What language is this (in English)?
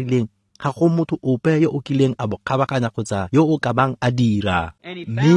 Tswana